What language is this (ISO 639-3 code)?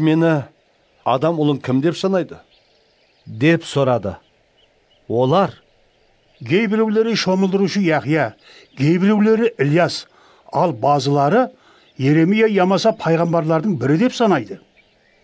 kaa